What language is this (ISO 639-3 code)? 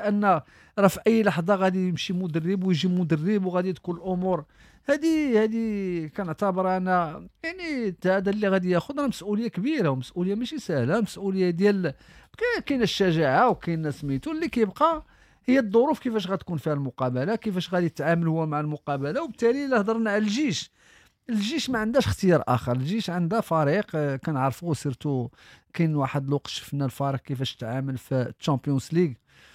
ary